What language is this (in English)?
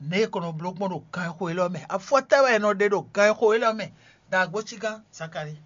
Fon